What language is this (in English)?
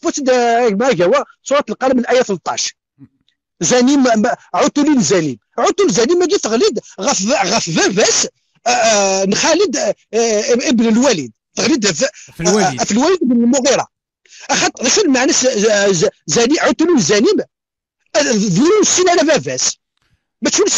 Kabyle